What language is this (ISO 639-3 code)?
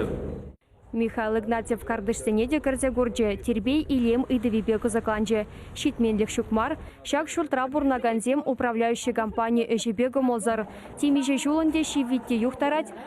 chv